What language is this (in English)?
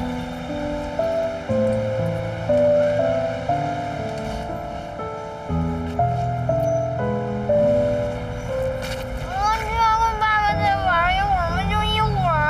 Chinese